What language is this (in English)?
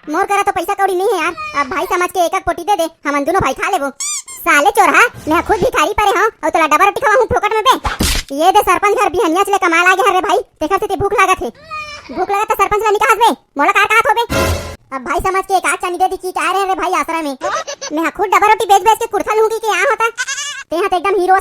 Chhattisgarhi